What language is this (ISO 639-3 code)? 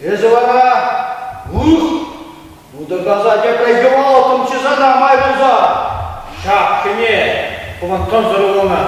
chv